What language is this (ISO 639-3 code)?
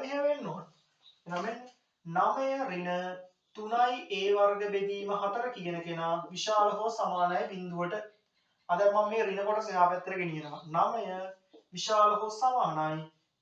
sin